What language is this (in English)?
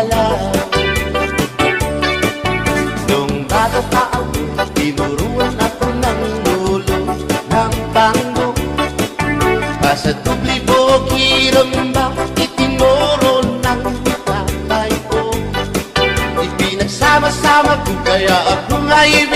Waray